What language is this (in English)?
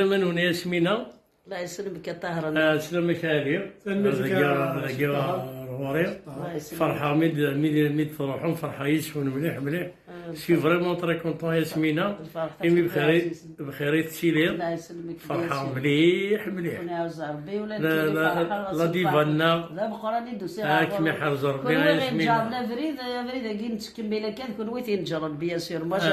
Kabyle